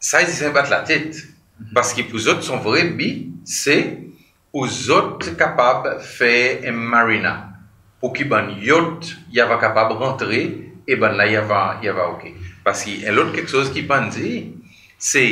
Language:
Seselwa Creole French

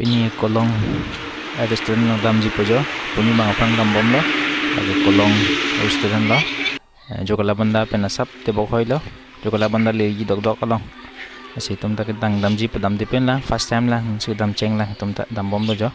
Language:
Karbi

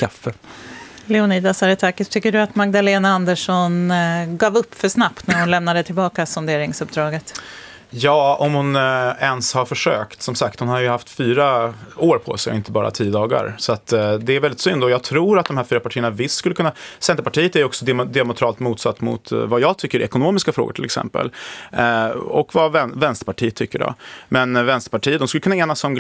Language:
Swedish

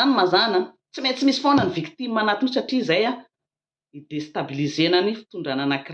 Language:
Malagasy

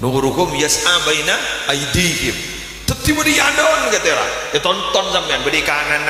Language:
Madurese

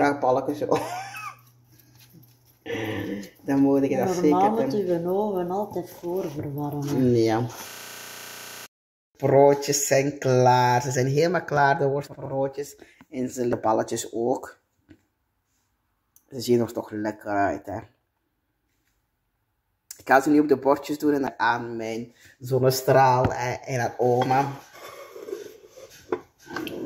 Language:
Dutch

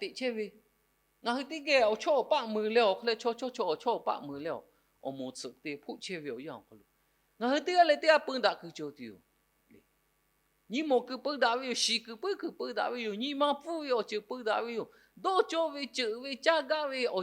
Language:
Lahu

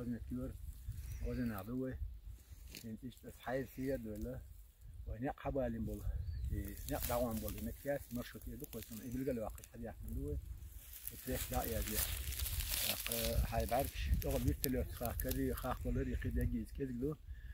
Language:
Chechen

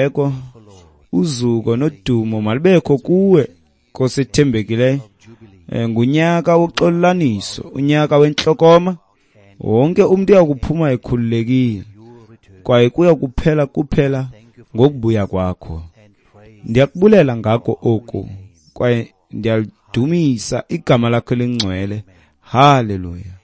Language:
Xhosa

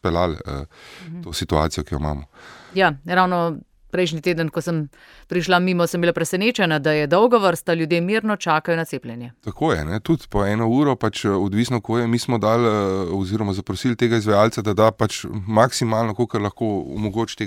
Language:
Slovenian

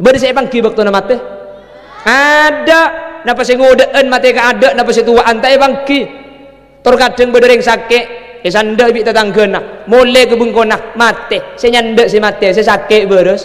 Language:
Madurese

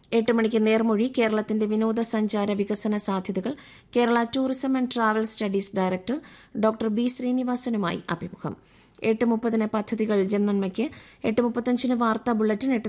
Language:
Malayalam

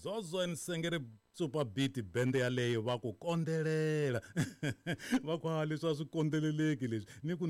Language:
Tsonga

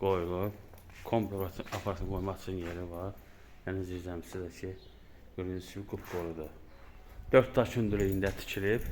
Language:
Azerbaijani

